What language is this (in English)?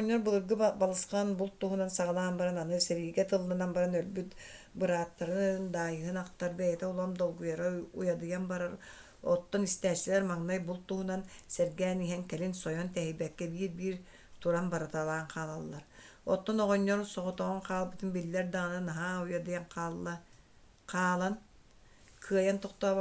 Yakut